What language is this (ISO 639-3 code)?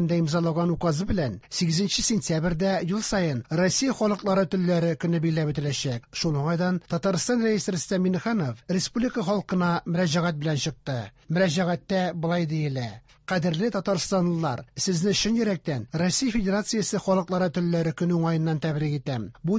tat